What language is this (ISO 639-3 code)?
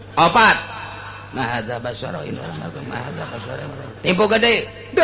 sun